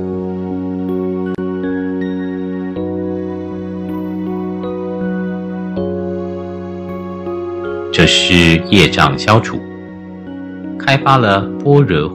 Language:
Chinese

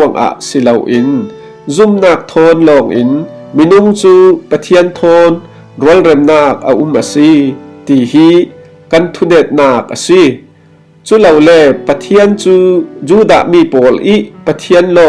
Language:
Falam Chin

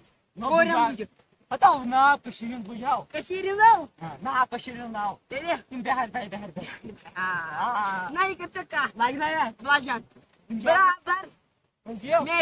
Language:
Kashmiri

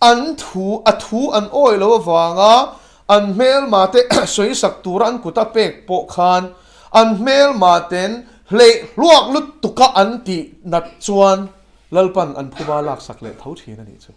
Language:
Mizo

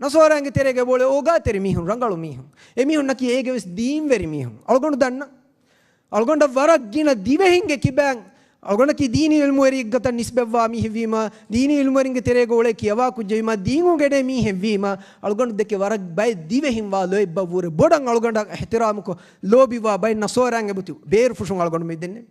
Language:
Divehi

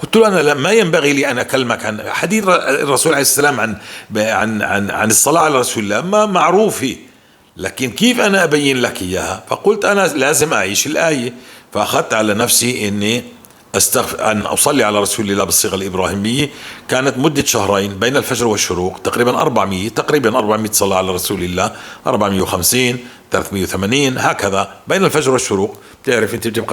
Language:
North Levantine Arabic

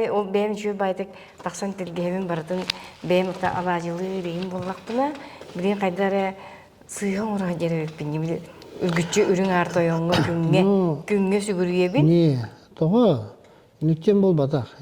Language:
Yakut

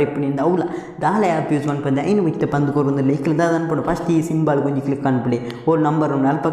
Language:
Tulu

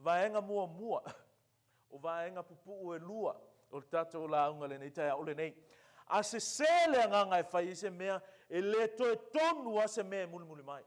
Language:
Samoan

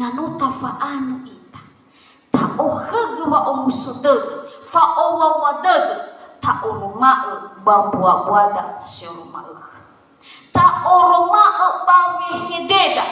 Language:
Nias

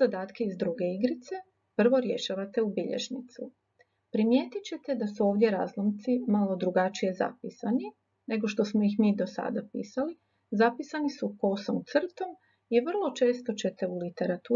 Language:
Croatian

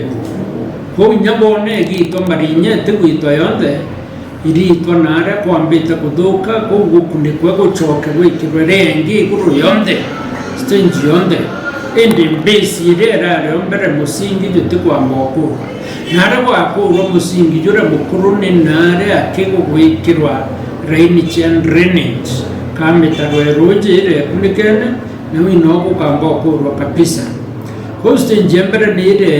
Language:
Meru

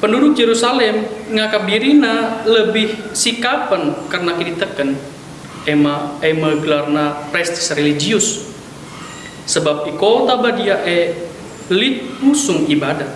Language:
Batak Karo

